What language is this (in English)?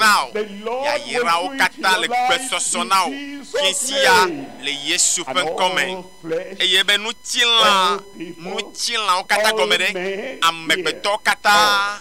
Ewe